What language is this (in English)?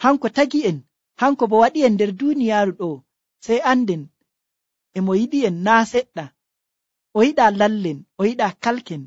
Nigerian Fulfulde